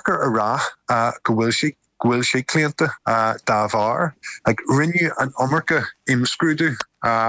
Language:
Irish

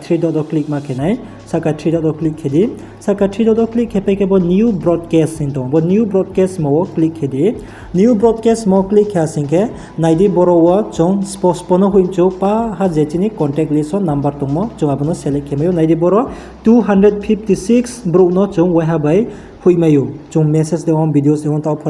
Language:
Riang (India)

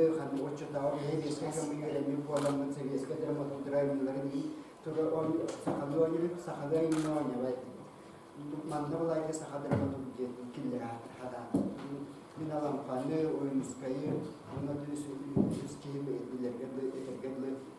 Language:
Yakut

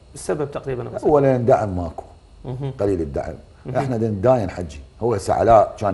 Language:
Mesopotamian Arabic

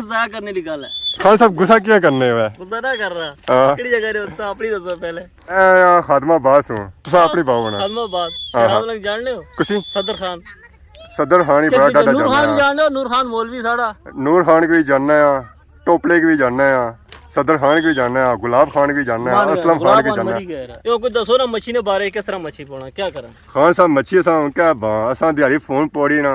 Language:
Pahari-Potwari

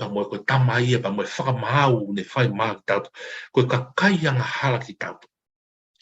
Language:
Tongan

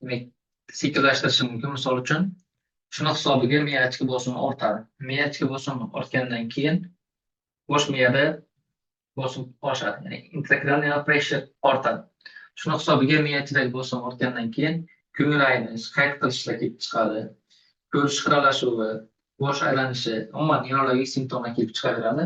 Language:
Uzbek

